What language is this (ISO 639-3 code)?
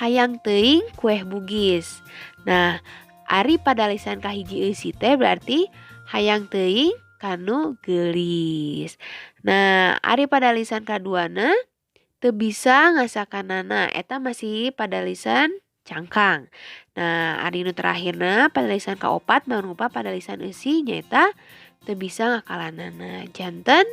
sun